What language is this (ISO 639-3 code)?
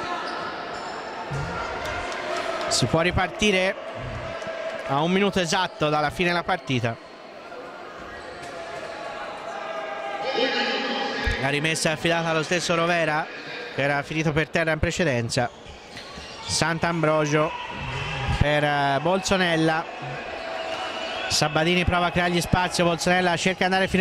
ita